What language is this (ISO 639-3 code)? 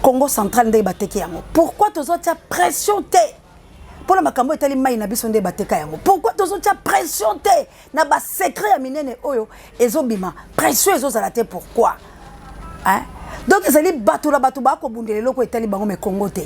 lin